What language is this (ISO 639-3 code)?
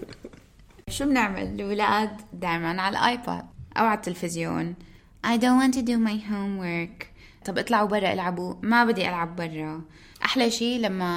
apc